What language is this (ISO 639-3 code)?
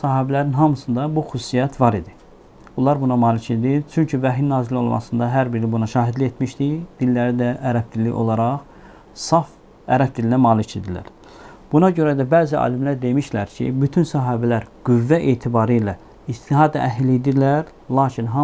aze